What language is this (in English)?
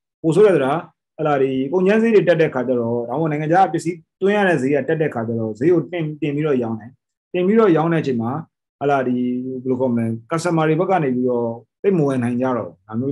Burmese